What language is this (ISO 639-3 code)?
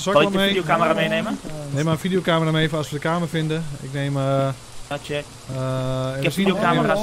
nld